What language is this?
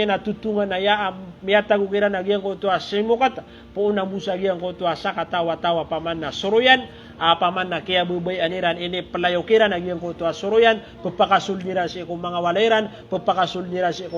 Maranao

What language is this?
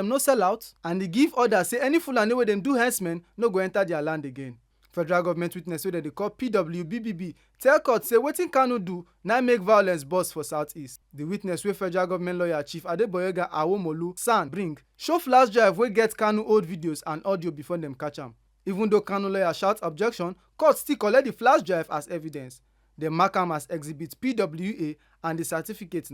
Nigerian Pidgin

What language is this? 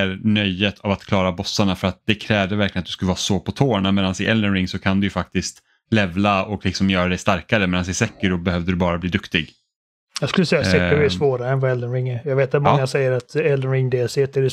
Swedish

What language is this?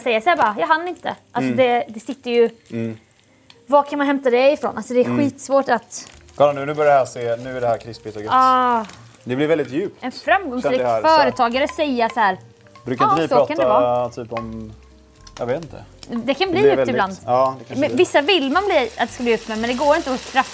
Swedish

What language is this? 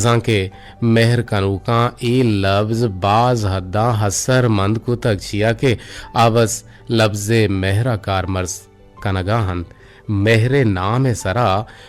Eastern Balochi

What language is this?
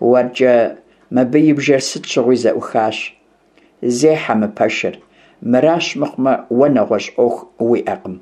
Kabardian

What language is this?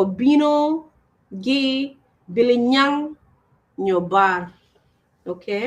Acoli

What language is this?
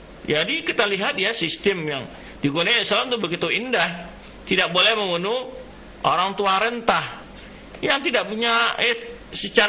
Indonesian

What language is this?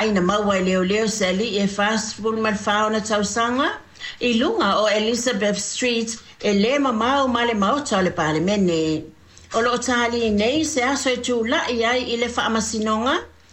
Samoan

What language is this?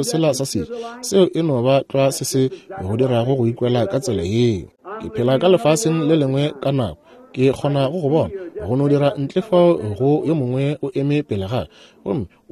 Northern Sotho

